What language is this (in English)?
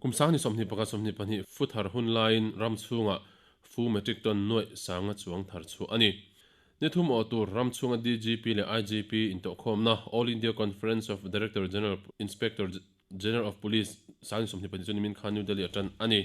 Mizo